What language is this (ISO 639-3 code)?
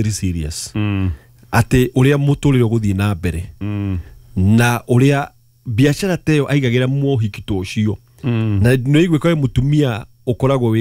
kik